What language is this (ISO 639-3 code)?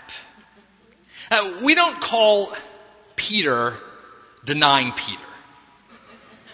eng